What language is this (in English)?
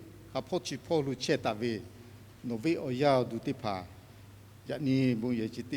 Lahu